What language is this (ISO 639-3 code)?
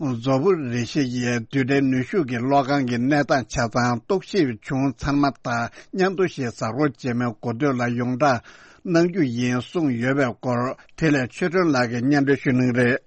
bod